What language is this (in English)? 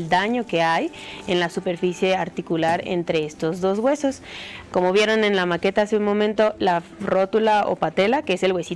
Spanish